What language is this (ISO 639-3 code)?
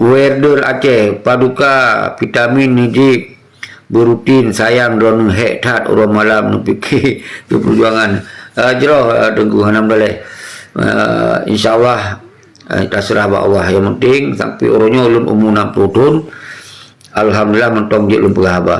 ace